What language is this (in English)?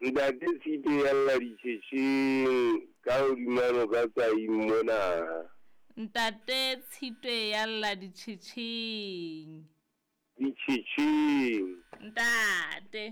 Southern Sotho